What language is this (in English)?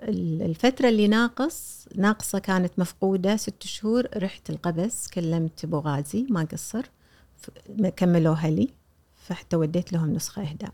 Gulf Arabic